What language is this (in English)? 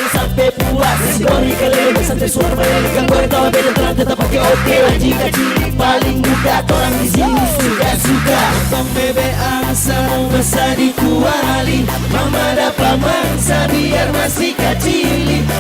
Manado Malay